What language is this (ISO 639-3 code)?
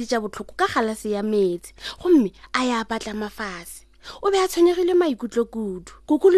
nso